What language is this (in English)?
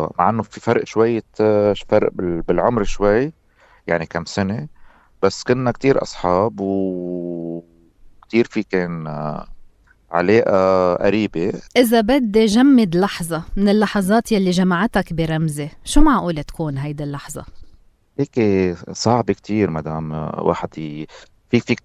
North Levantine Arabic